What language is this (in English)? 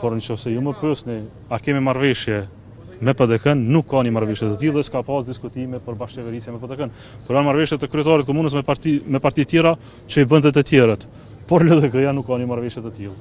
Albanian